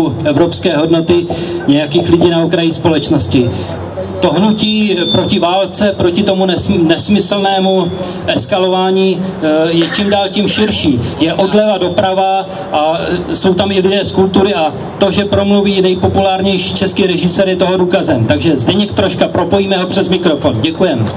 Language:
Czech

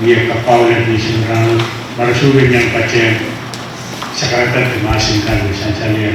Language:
Pohnpeian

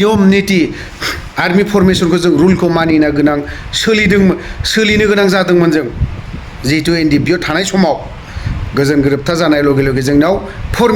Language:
Bodo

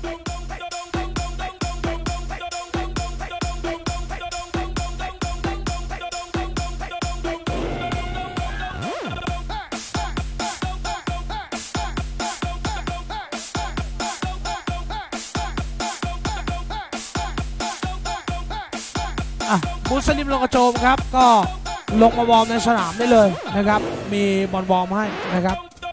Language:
Thai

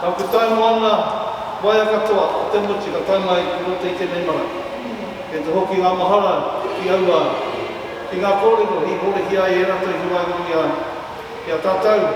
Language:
Māori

